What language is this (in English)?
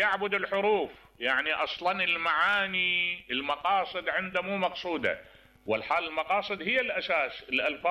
Mesopotamian Arabic